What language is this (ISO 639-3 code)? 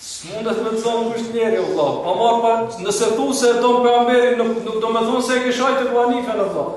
sqi